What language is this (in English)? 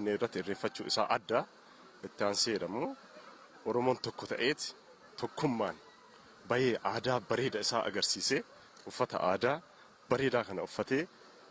Oromo